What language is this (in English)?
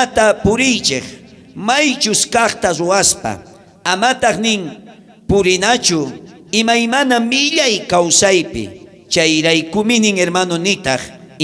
South Bolivian Quechua